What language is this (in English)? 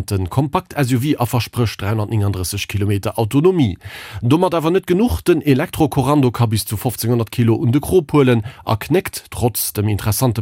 Luxembourgish